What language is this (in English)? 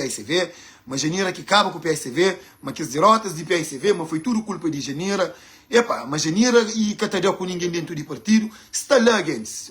Kabuverdianu